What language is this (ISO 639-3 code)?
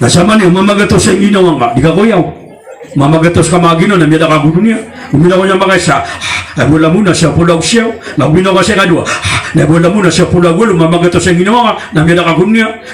mrw